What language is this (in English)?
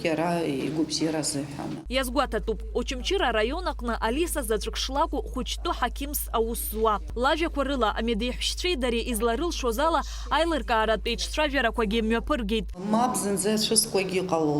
Abkhazian